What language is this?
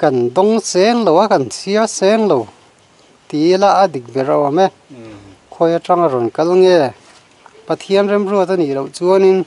Mizo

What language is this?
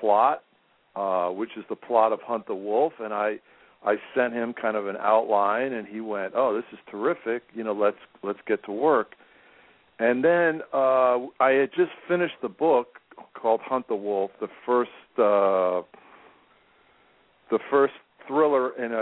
English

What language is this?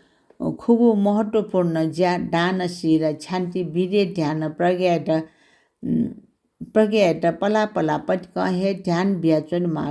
Newari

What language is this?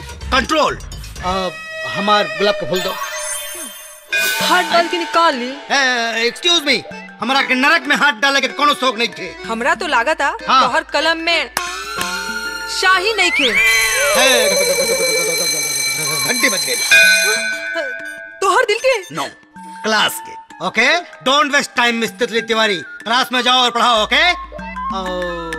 Bhojpuri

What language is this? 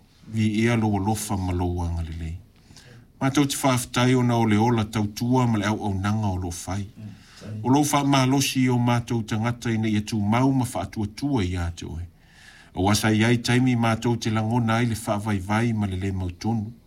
Samoan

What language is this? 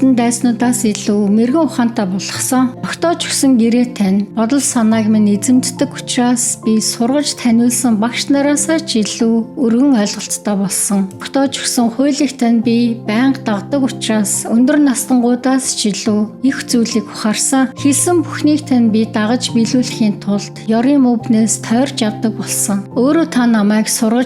Mongolian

